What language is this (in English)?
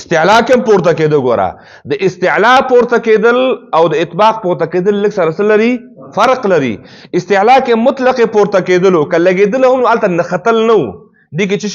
Pashto